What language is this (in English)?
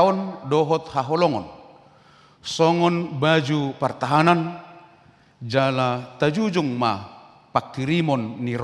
Batak Toba